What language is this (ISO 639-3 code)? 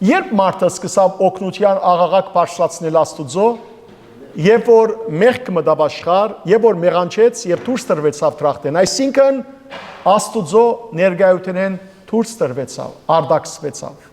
hyw